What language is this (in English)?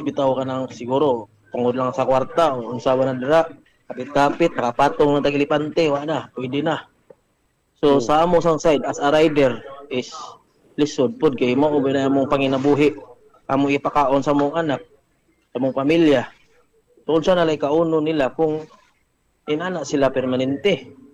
Cebuano